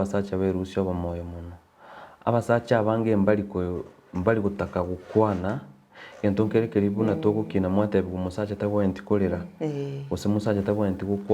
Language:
Gusii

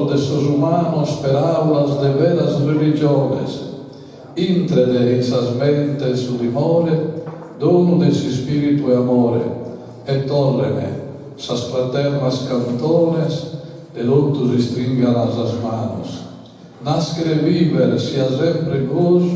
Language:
Sardinian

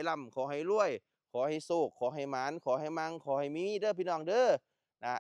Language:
Northeastern Thai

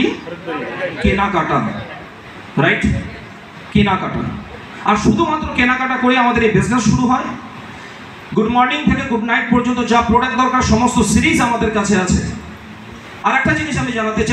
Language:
Bangla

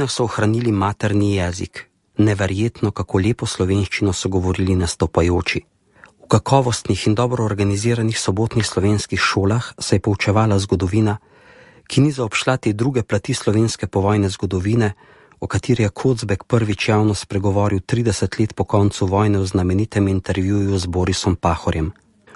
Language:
Slovenian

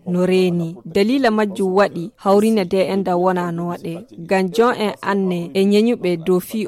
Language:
Fula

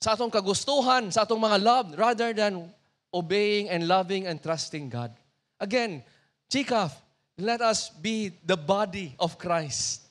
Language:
Cebuano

